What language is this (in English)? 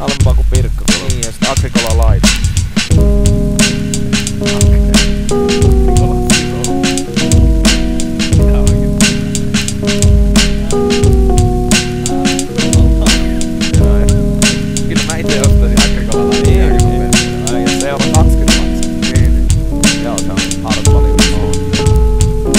Finnish